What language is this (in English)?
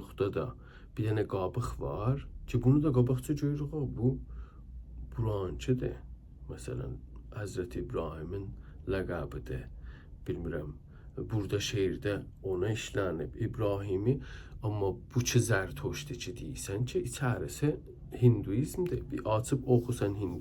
South Azerbaijani